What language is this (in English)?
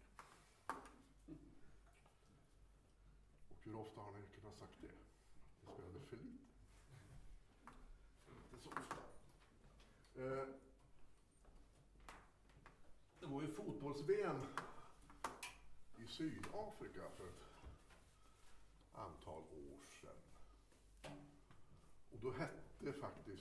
Swedish